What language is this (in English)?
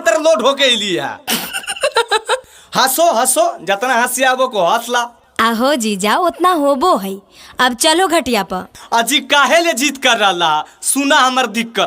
Magahi